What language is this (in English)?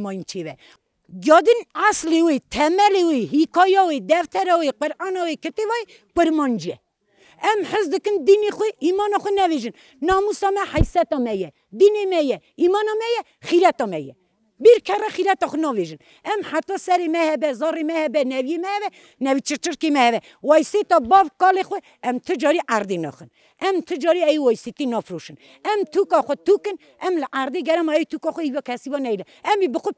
Kurdish